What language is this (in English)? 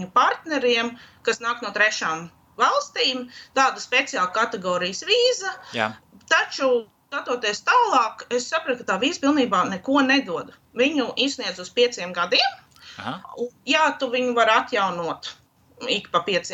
Latvian